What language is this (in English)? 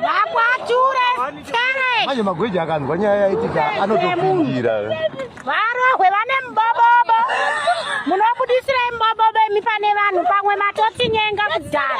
Shona